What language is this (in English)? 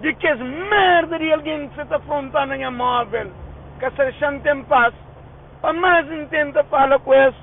Kabuverdianu